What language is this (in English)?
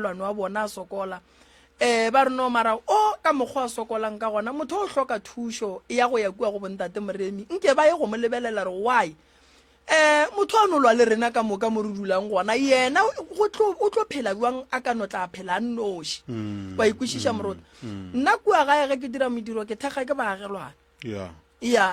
Northern Sotho